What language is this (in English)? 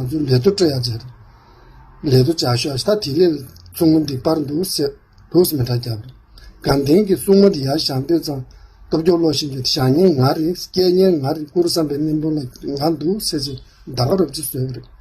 Tibetan